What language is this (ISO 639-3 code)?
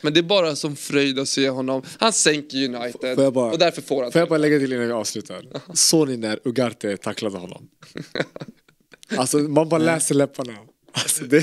swe